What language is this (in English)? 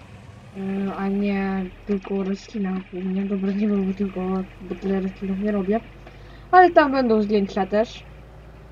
Polish